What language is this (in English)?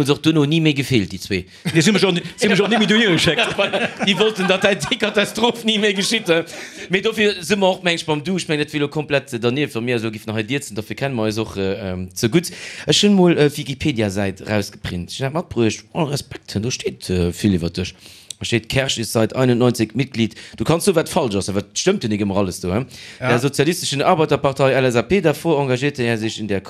Luxembourgish